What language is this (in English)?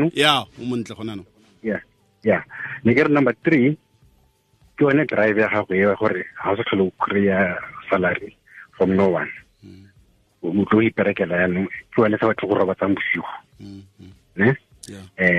Tswana